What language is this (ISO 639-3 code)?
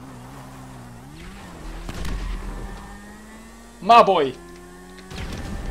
bul